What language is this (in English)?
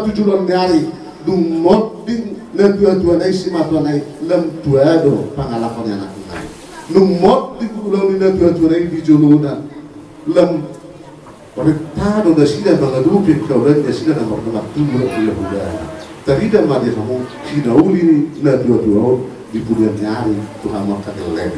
Batak Toba